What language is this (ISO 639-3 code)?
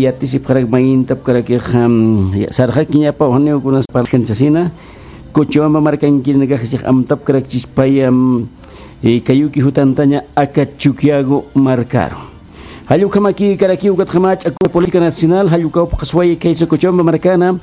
aym